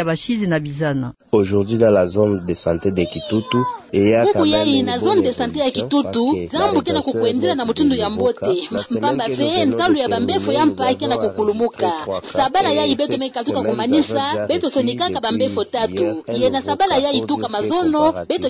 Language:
Kituba (Democratic Republic of Congo)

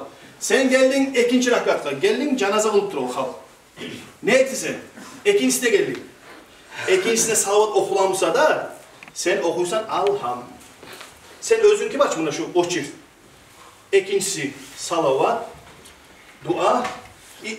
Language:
Kumyk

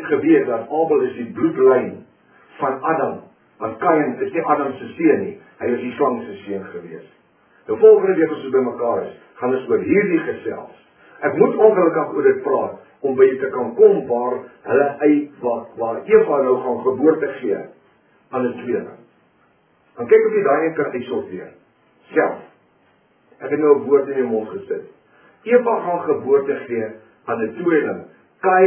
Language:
Afrikaans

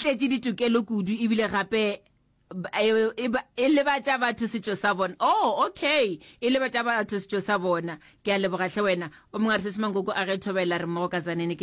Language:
Northern Sotho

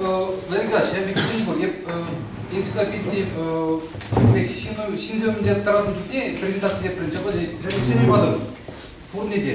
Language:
Chuvash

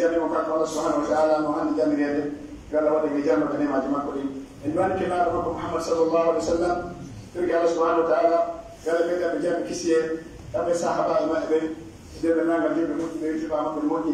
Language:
Pular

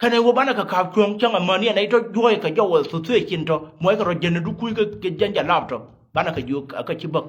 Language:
Nuer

